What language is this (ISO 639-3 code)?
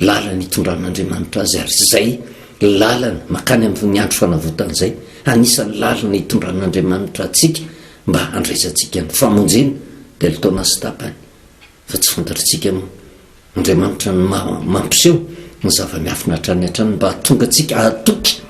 mlg